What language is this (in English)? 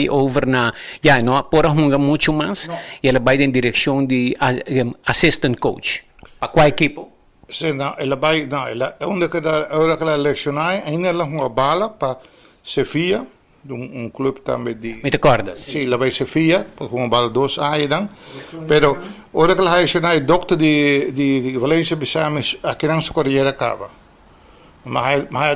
Papiamento